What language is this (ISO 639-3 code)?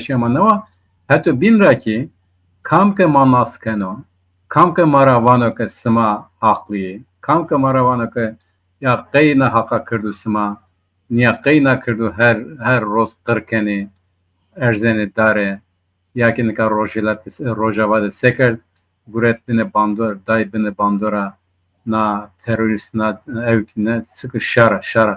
zza